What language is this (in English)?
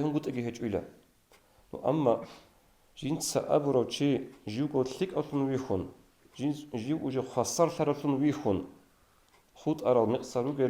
Avaric